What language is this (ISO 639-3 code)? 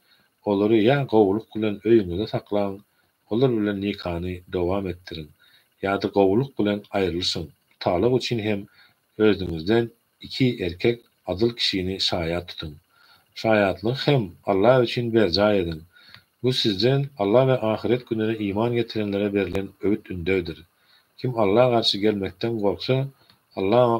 tuk